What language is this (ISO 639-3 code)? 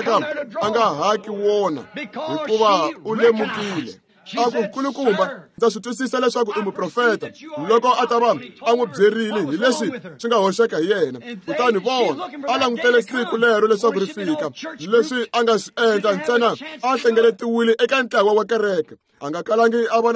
tso